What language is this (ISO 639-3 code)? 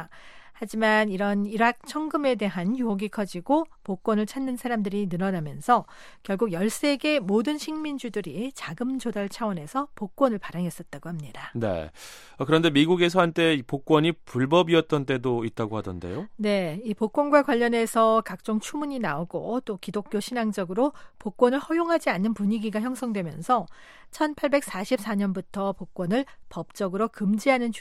kor